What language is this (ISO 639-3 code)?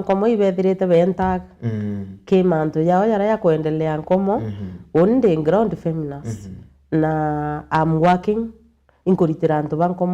mer